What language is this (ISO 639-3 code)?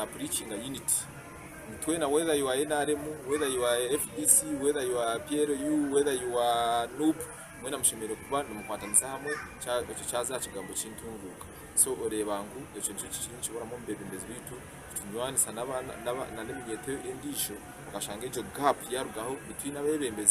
nyn